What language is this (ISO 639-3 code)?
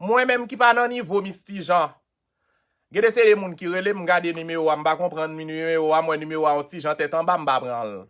hat